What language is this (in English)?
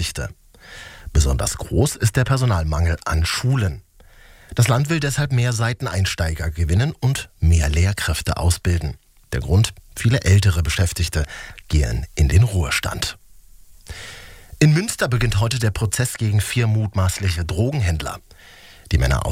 German